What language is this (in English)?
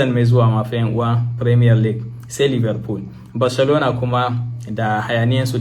Hausa